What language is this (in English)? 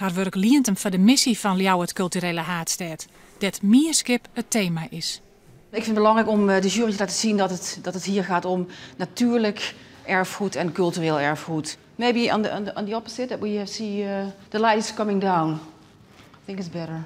Western Frisian